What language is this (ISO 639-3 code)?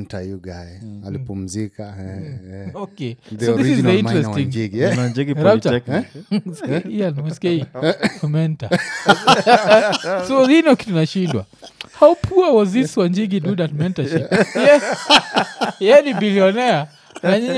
swa